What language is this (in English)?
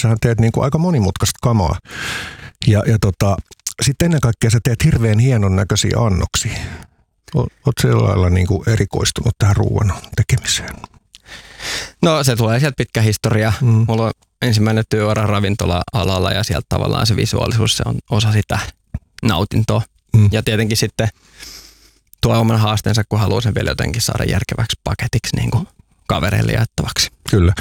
Finnish